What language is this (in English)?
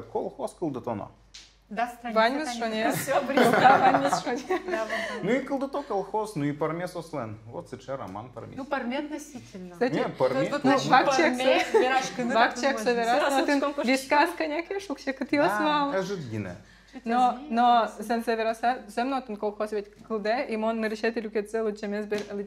Udmurt